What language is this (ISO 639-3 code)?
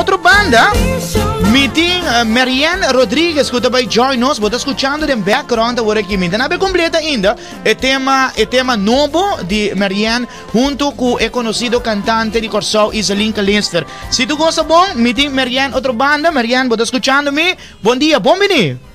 pap